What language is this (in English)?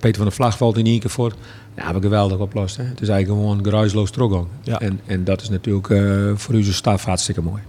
Western Frisian